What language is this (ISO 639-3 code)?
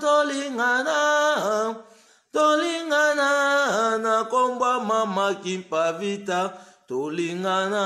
lin